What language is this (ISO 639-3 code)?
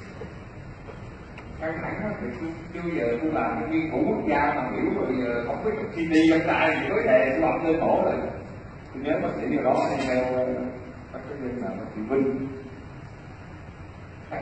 vie